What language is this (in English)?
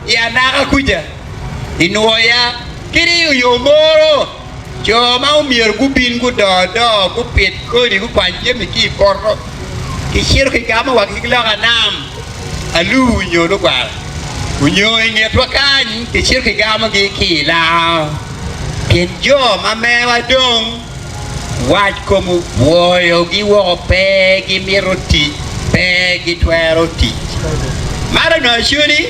Acoli